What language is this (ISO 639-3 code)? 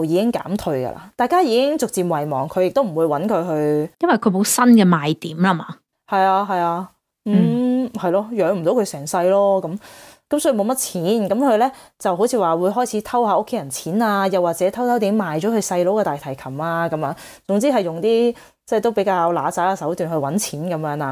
yue